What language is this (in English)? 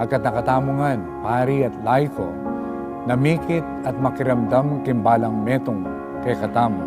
Pampanga